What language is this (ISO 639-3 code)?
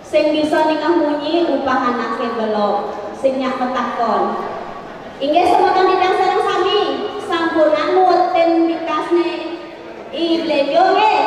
ban